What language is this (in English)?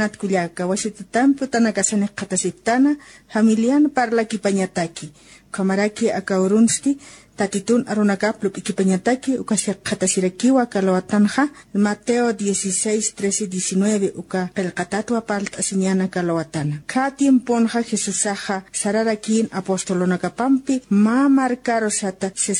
Aymara